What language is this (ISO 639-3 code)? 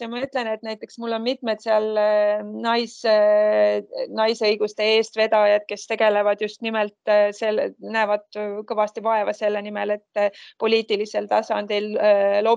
est